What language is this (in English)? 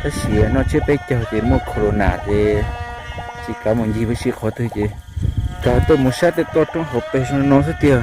Hmong